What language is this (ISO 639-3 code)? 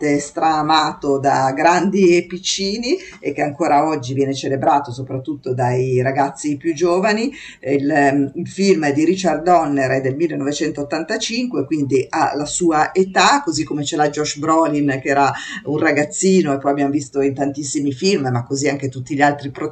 ita